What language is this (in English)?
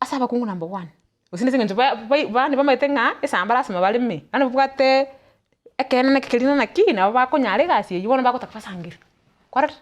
Gusii